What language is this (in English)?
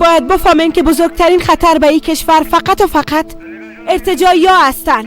Persian